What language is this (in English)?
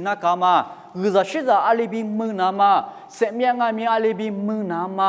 Lisu